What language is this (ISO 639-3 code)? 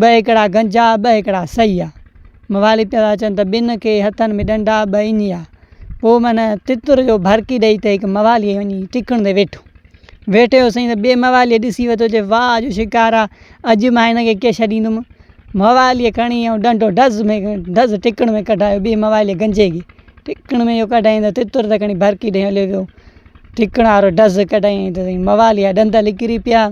snd